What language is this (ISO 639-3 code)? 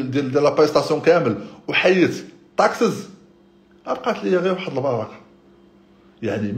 ary